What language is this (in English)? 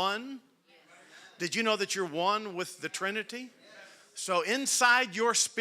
English